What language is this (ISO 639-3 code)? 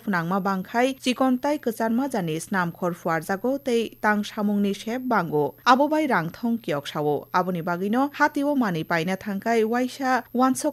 trp